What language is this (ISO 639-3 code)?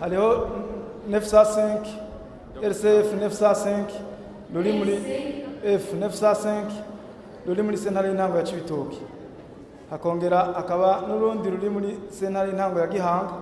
run